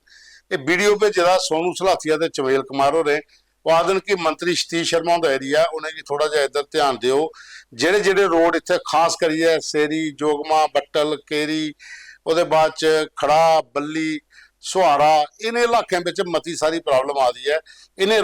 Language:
Dogri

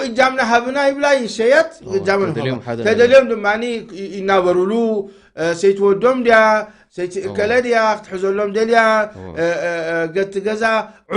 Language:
Tigrinya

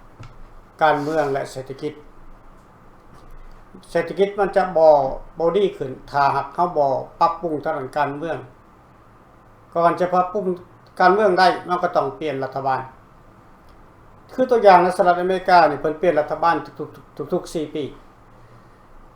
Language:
Lao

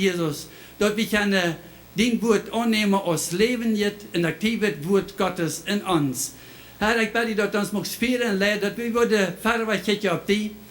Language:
Plautdietsch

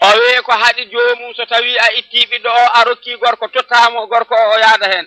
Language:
Fula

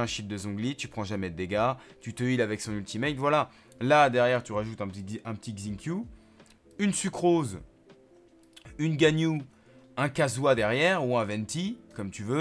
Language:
French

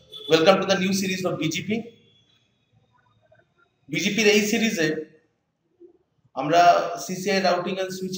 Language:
Bangla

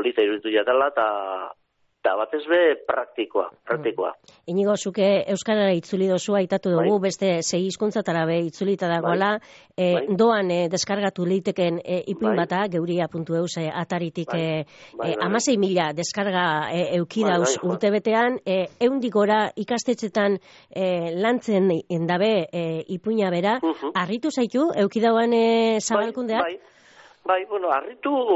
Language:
Basque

